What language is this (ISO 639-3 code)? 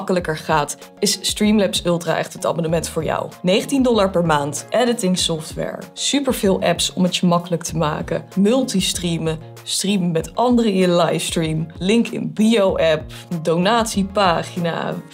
nld